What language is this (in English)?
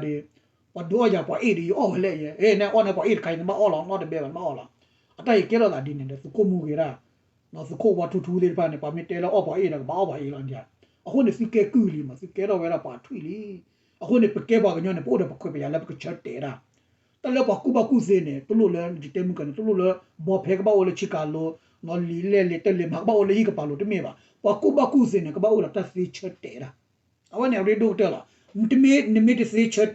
S'gaw Karen